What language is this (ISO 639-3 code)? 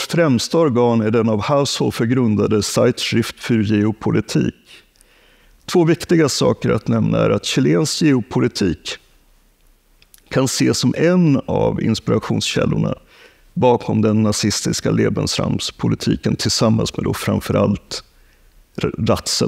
swe